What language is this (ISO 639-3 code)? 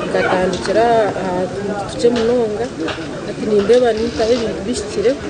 nyn